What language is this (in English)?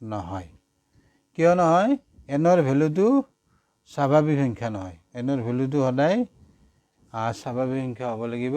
Assamese